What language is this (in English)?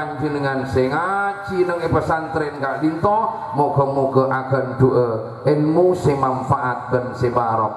Madurese